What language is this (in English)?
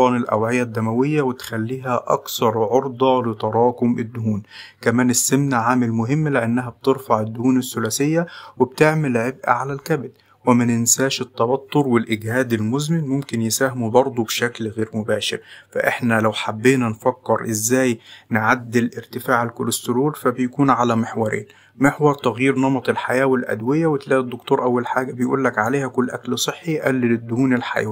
Egyptian Arabic